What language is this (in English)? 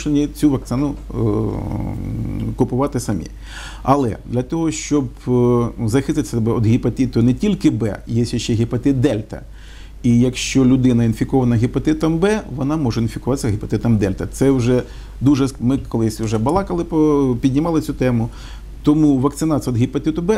Ukrainian